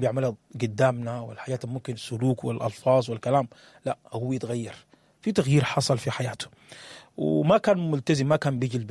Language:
Sudanese Arabic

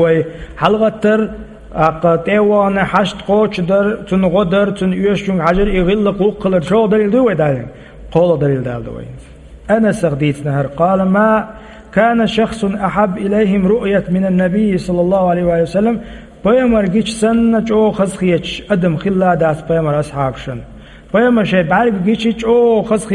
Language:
Chechen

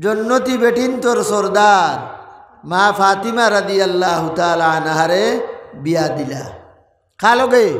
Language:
Sylheti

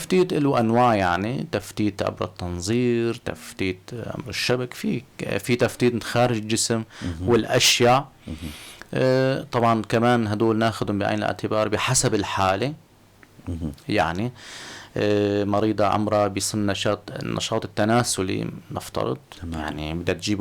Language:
North Levantine Arabic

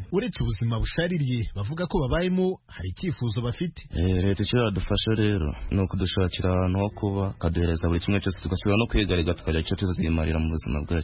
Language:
Kinyarwanda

